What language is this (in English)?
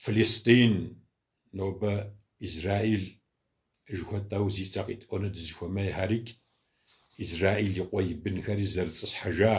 Kabardian